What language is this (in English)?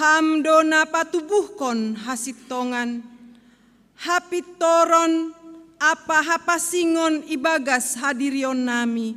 Batak Simalungun